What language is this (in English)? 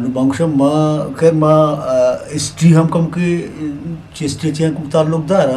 Eastern Balochi